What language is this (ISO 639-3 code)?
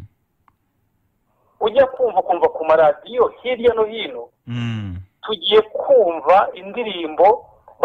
kin